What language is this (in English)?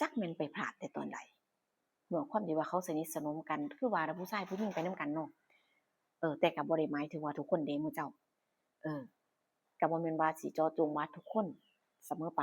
Northeastern Thai